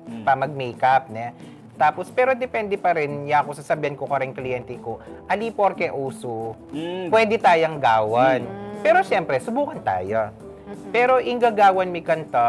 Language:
Pampanga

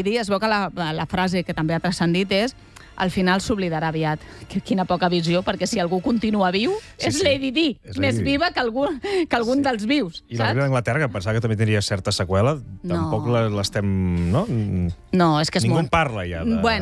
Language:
Catalan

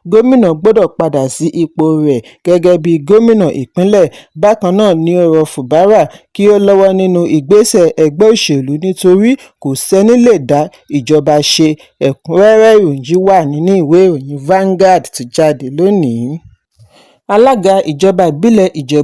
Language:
Yoruba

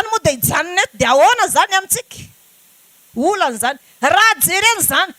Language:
Malagasy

